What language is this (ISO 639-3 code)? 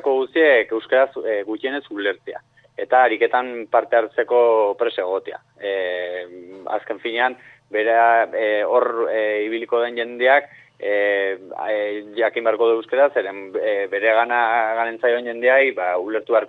eus